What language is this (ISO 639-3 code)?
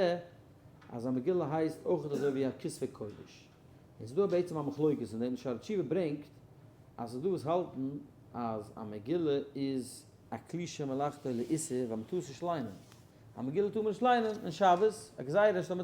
yid